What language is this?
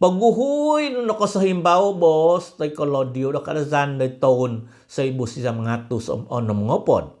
Central Dusun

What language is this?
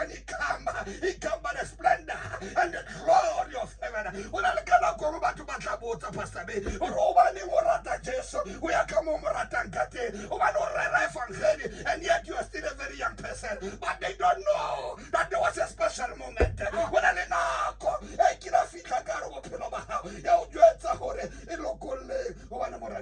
Southern Sotho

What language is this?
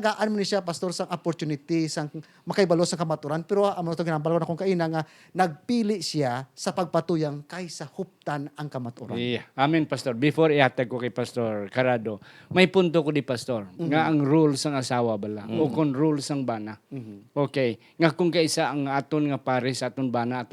Hiligaynon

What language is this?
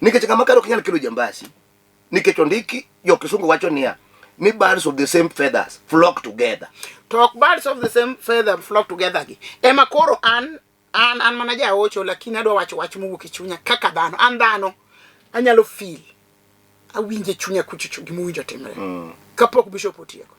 Luo (Kenya and Tanzania)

